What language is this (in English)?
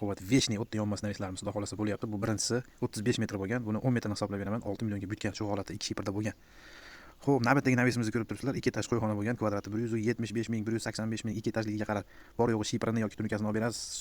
Uzbek